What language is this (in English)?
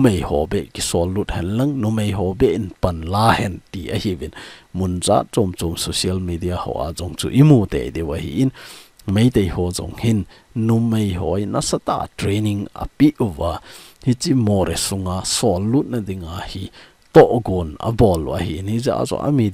Thado Chin